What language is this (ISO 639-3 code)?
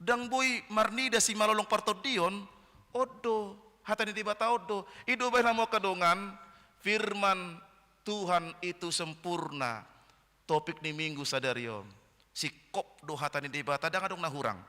bbc